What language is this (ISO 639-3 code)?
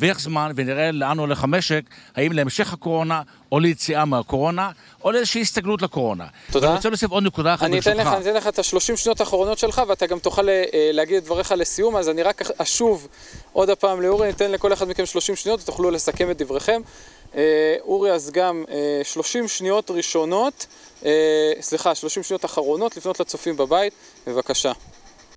heb